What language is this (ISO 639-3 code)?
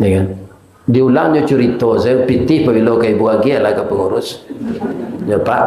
min